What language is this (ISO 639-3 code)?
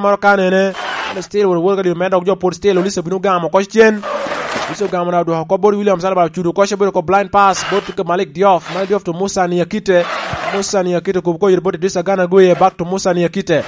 laj